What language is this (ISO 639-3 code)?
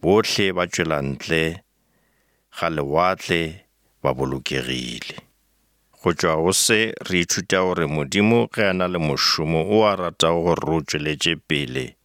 nso